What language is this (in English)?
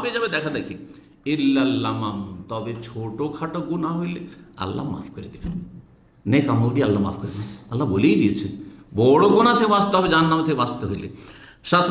Bangla